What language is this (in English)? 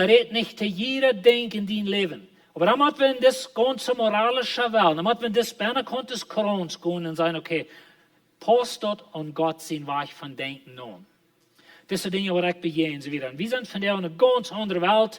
Plautdietsch